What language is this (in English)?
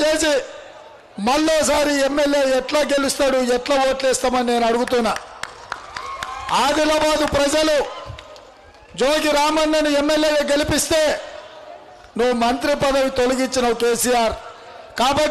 Telugu